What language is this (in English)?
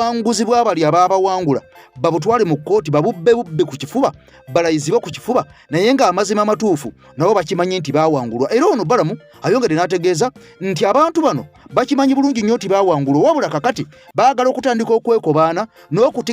Ganda